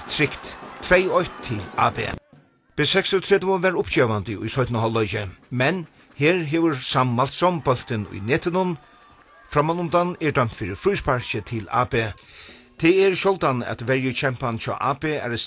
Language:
Faroese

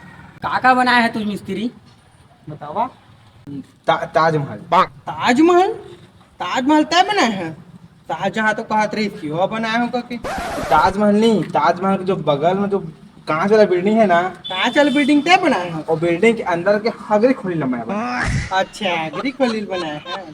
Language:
Chhattisgarhi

